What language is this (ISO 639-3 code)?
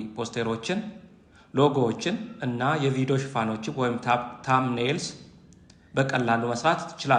amh